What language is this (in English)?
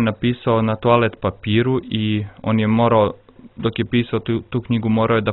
Serbian